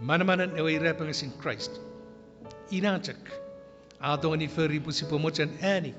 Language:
Chuukese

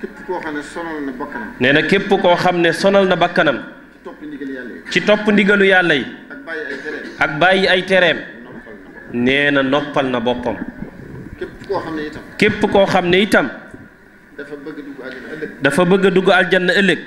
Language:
Wolof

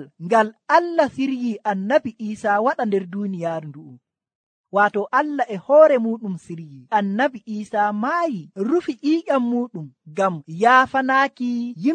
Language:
Nigerian Fulfulde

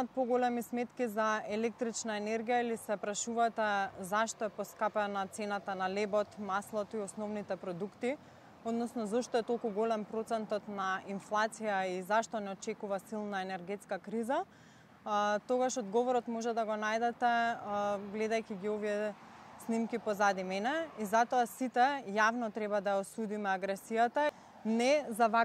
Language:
Macedonian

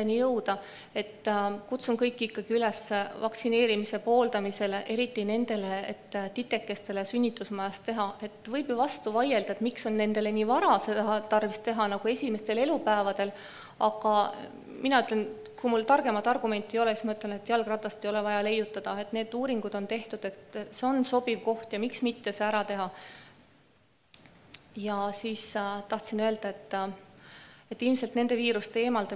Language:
Estonian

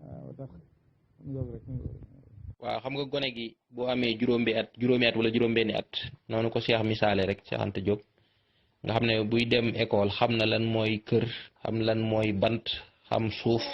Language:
Wolof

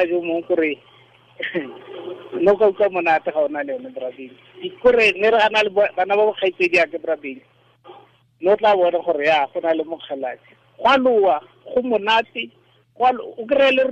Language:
Tswana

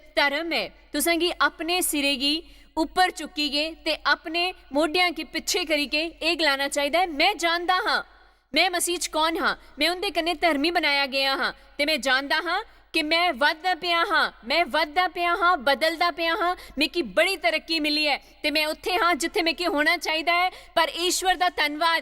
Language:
Dogri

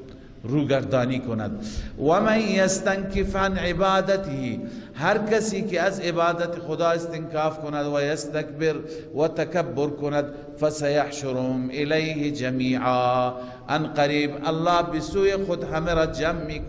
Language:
Persian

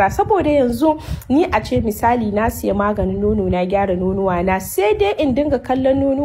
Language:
Hausa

